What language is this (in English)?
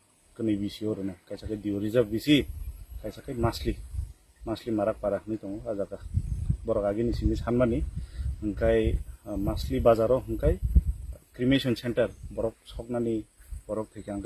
Kok Borok